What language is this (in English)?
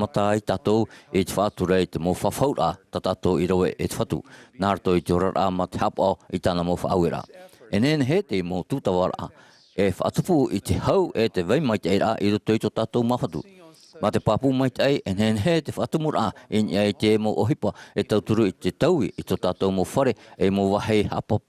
Tahitian